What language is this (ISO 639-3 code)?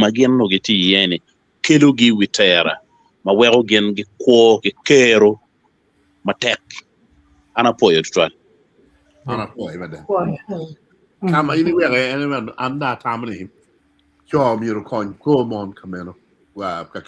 ach